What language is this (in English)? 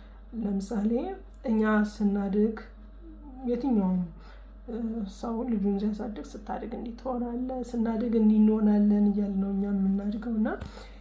Amharic